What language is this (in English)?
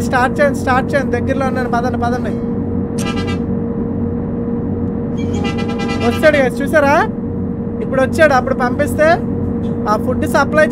Telugu